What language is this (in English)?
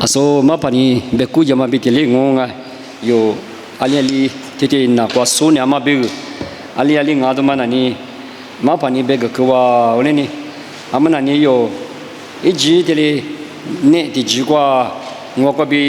Lisu